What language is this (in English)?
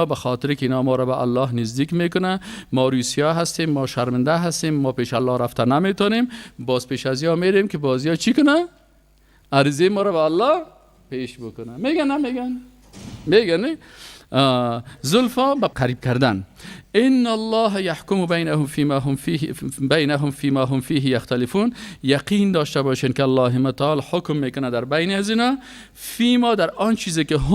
Persian